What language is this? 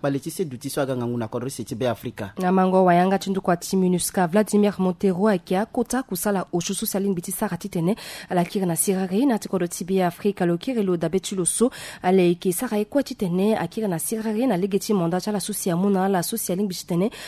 Sango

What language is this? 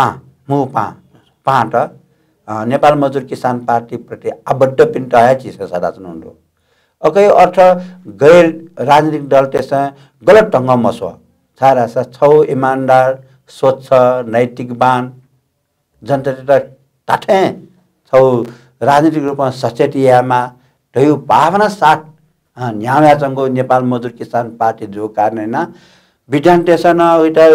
Newari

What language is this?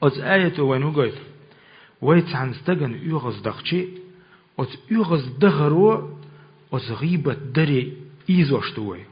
Chechen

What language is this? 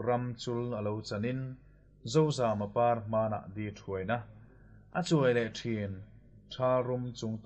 Mizo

